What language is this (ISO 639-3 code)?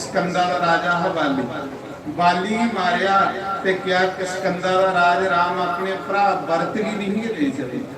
doi